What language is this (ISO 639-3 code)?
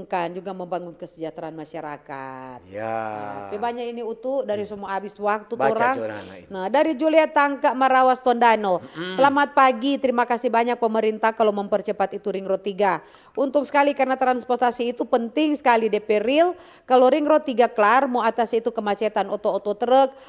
xmm